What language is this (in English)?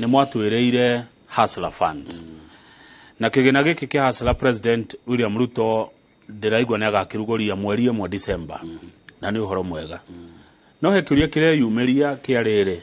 Kikuyu